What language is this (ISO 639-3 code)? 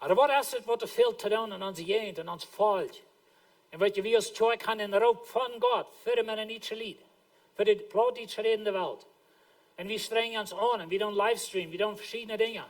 pdt